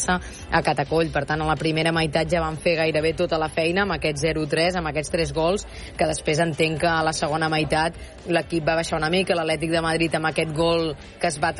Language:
Catalan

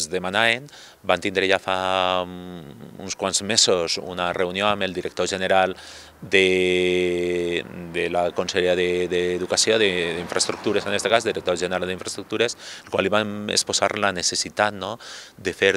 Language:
Catalan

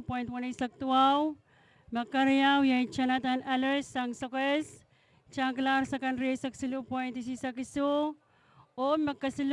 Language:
Pohnpeian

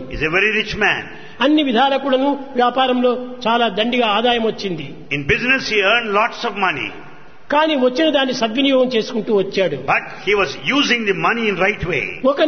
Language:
Telugu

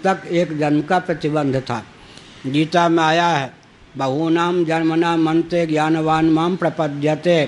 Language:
Hindi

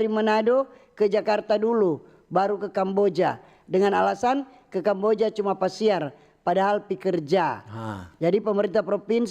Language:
Manado Malay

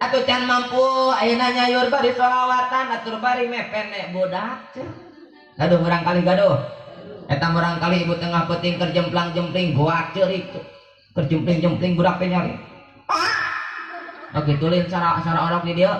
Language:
Sundanese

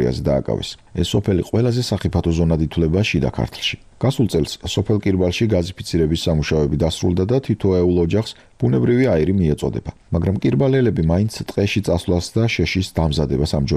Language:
Georgian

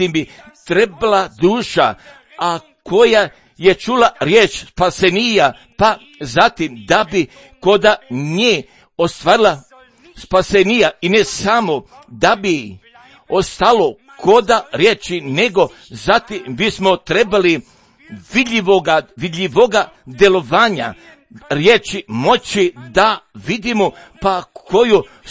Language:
Croatian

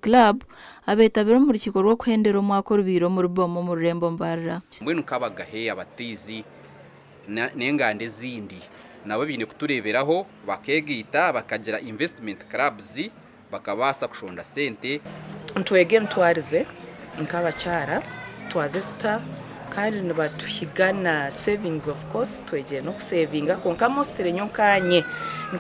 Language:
Nyankole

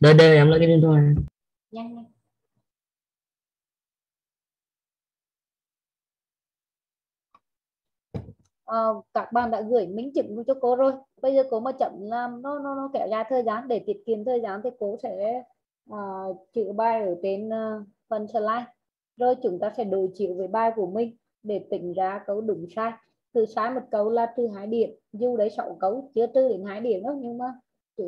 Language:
Vietnamese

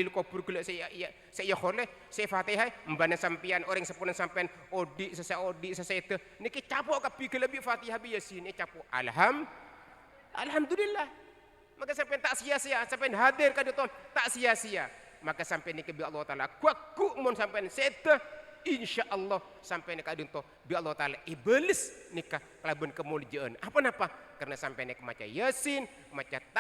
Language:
Madurese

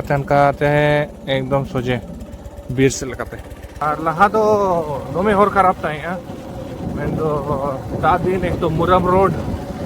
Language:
Santali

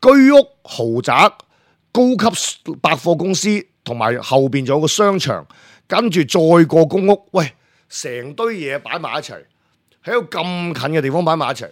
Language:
Cantonese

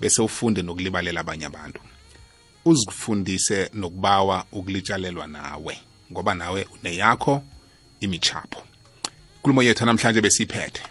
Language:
South Ndebele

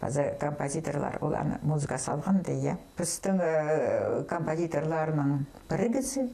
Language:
Khakas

